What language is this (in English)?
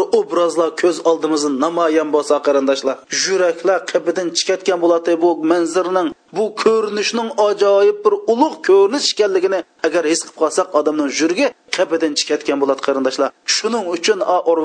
Uyghur